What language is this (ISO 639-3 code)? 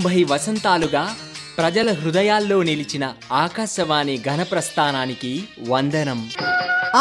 tel